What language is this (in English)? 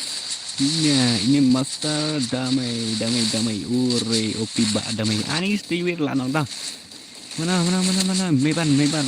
Khasi